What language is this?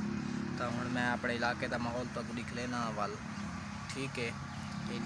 Saraiki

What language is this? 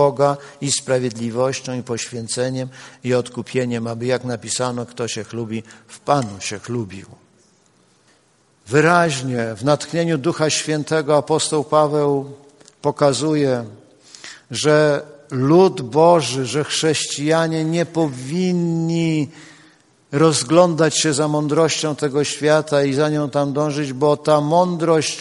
Polish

